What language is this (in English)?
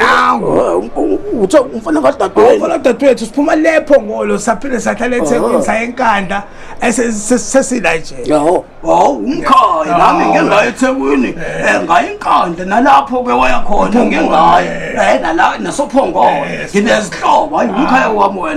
Zulu